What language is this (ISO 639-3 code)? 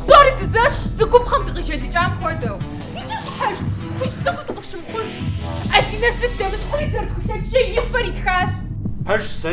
kbd